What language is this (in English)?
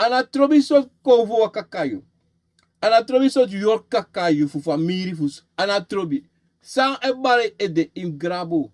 Sranan Tongo